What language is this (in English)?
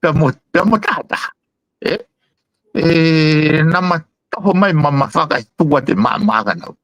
Tongan